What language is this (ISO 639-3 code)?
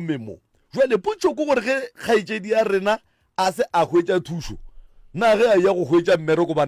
nso